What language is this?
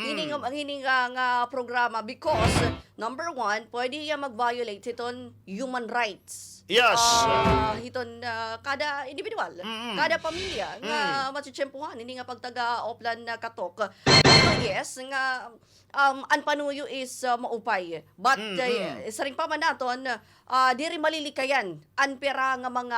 Waray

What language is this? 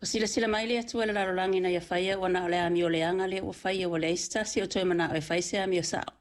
Samoan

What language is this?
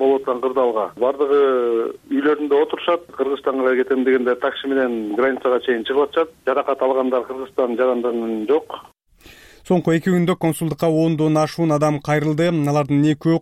Kyrgyz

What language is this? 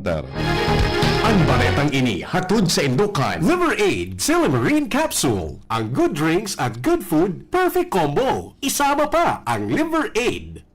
Bikol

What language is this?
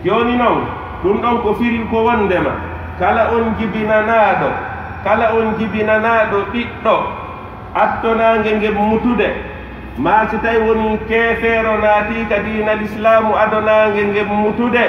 Pular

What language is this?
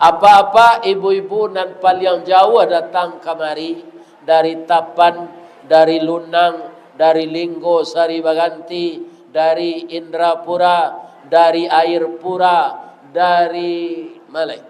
Minangkabau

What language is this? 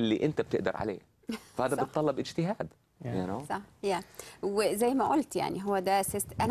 Egyptian Arabic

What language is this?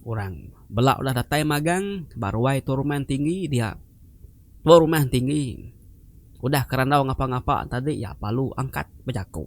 Iban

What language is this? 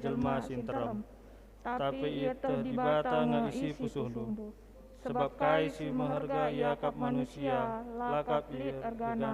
Batak Karo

